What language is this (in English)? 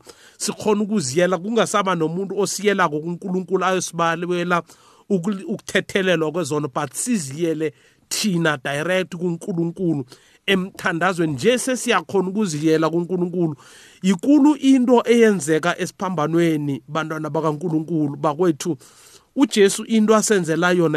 South Ndebele